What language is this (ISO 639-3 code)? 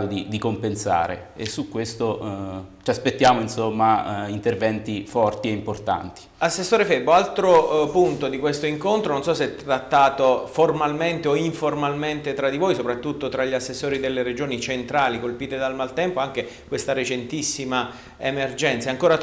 ita